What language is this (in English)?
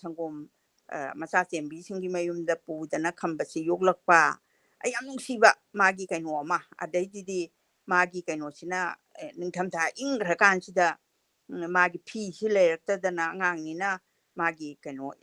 Manipuri